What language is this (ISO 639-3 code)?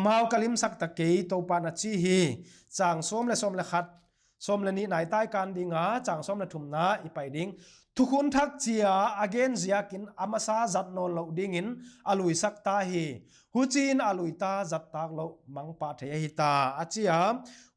pck